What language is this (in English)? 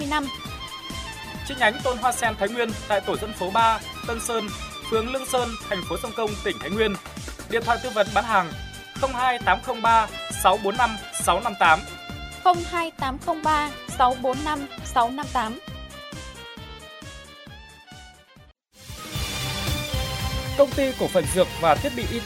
Vietnamese